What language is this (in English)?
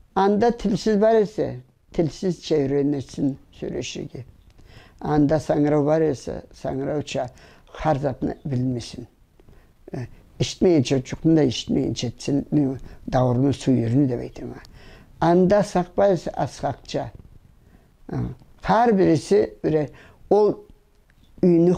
Karachay-Balkar